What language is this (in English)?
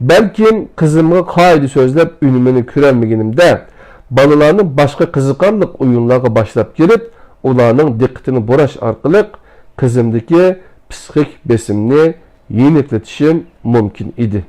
Uyghur